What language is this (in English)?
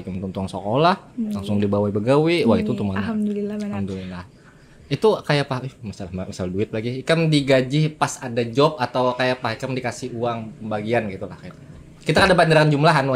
Banjar